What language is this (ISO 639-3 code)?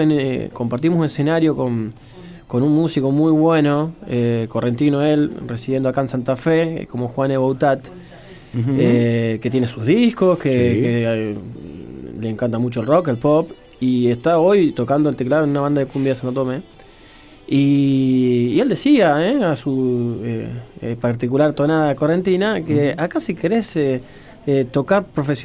spa